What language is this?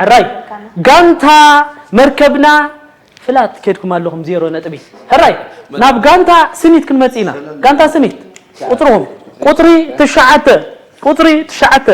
Tigrinya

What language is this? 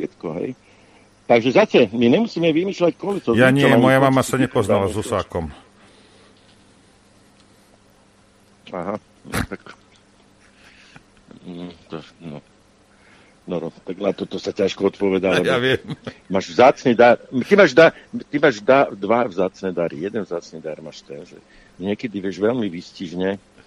Slovak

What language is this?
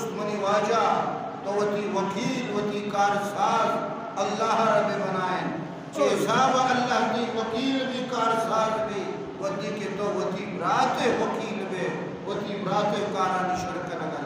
Baluchi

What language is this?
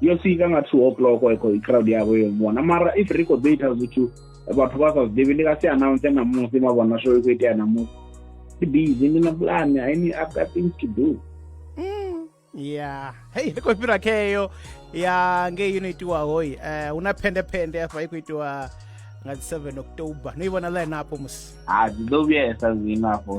Venda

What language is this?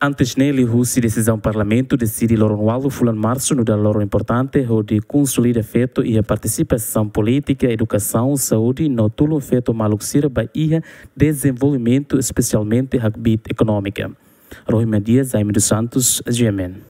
Tetum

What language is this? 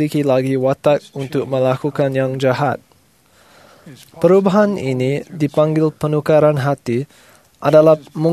Malay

